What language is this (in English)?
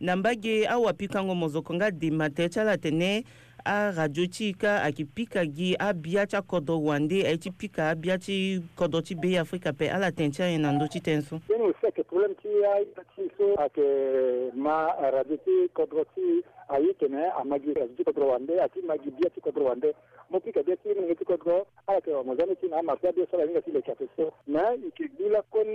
Sango